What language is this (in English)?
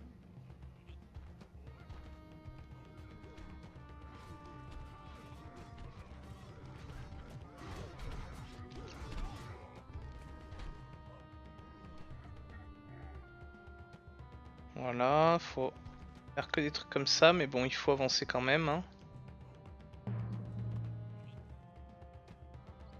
French